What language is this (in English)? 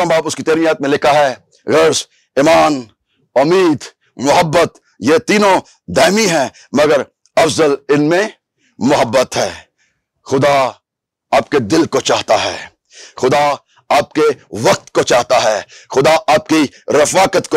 Urdu